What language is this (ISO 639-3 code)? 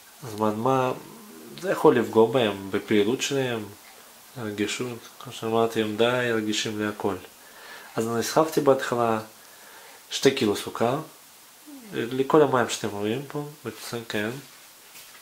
heb